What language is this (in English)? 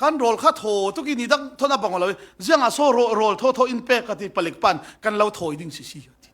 Falam Chin